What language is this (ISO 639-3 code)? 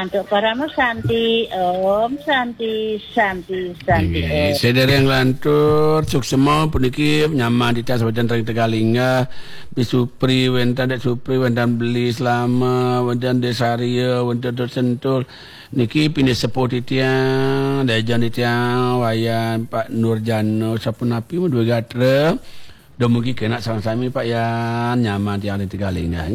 ban